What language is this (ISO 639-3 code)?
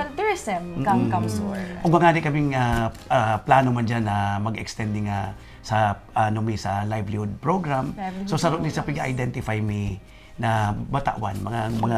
bik